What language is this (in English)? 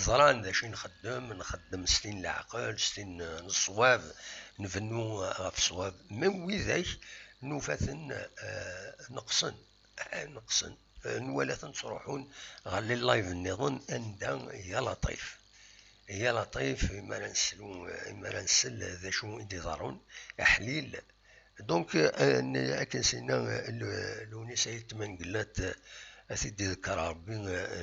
Kabyle